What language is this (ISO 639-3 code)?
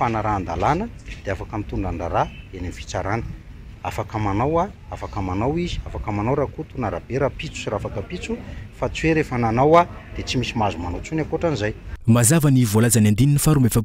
mlg